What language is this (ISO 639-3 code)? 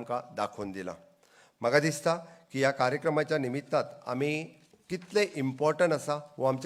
kok